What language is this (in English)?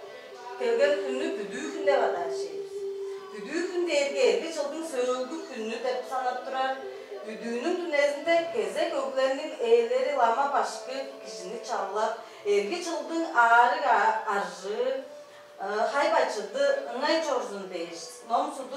Tuvinian